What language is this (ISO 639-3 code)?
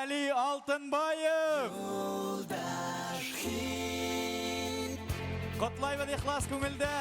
bak